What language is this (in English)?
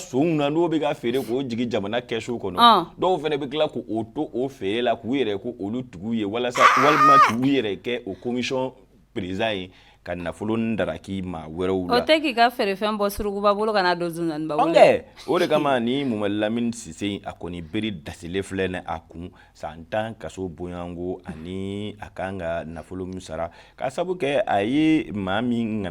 Bambara